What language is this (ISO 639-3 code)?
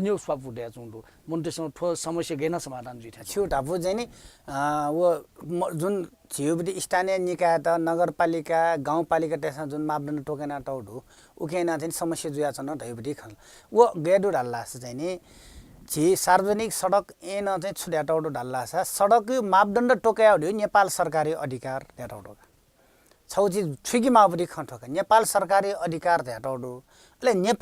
new